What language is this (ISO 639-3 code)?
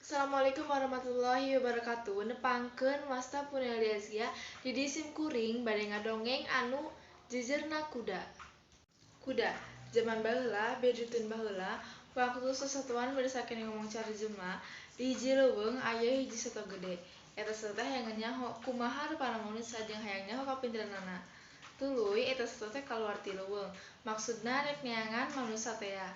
sun